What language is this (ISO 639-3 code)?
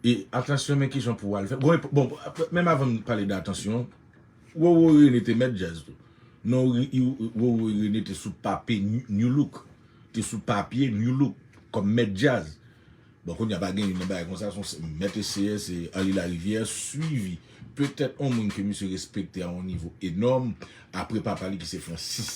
hat